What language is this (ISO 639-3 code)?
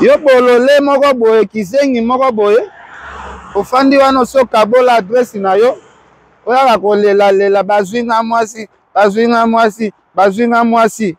lin